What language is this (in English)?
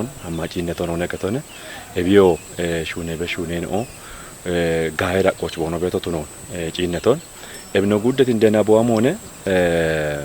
Kafa